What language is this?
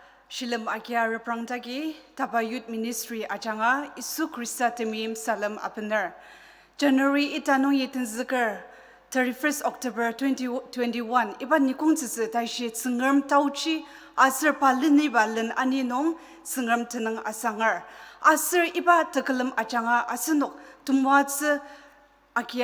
Ao Naga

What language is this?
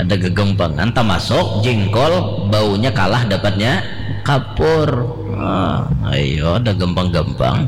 Banjar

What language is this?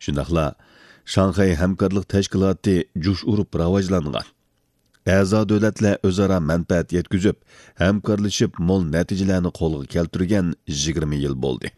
Uyghur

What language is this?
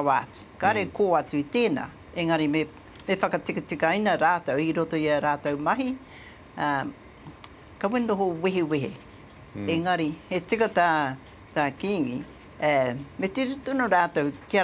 Māori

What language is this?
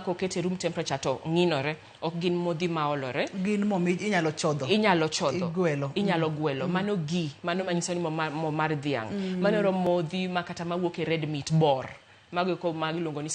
Luo (Kenya and Tanzania)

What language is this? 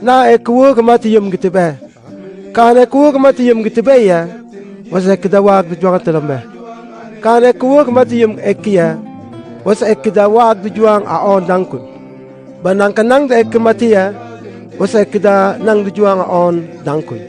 Mabaan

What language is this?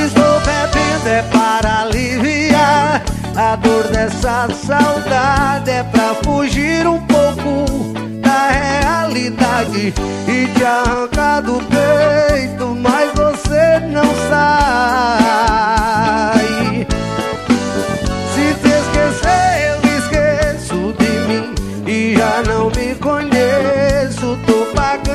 Portuguese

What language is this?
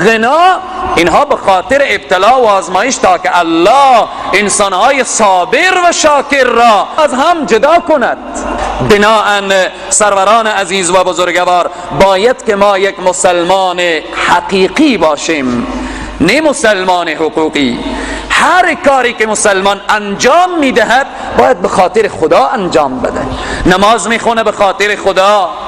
Persian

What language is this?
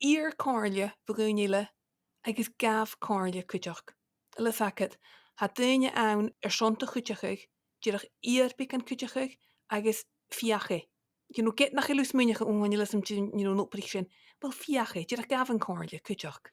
Scottish Gaelic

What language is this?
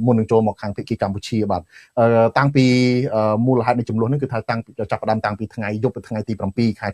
Khmer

